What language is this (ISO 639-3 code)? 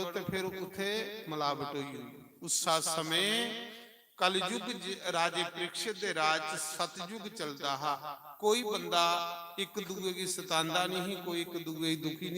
doi